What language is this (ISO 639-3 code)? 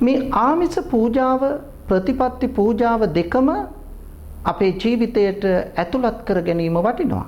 sin